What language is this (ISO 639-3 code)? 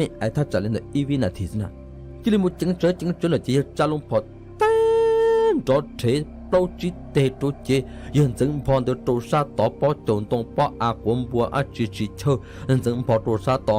hmn